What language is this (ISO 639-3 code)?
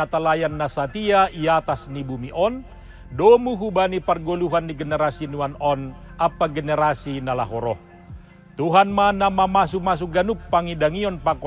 bts